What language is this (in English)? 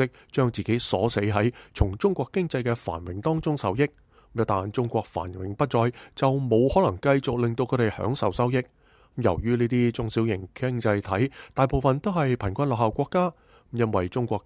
Cantonese